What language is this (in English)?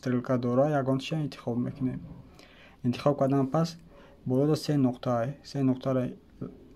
Tajik